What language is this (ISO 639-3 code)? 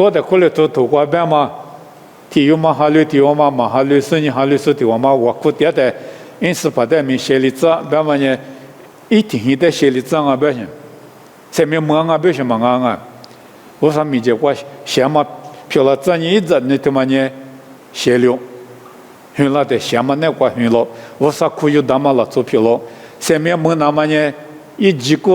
lis